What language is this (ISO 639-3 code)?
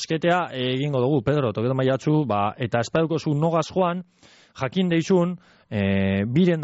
eus